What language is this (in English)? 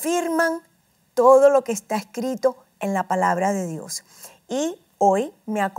Spanish